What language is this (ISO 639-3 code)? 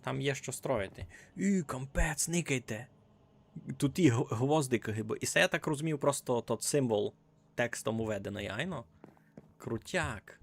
rue